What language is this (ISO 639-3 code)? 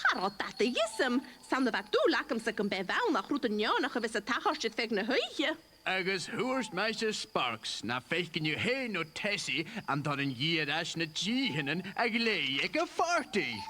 gla